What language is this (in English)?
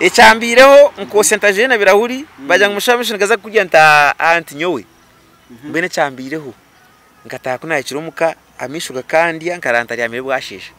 Nyankole